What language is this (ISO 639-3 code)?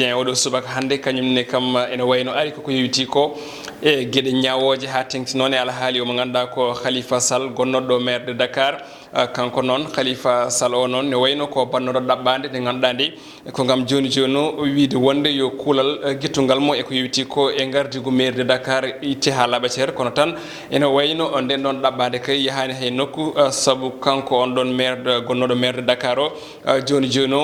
ful